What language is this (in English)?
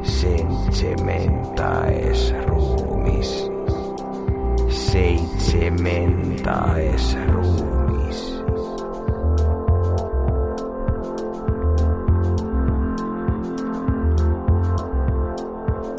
Finnish